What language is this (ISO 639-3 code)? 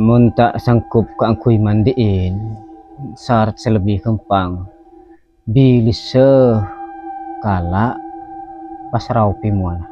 mad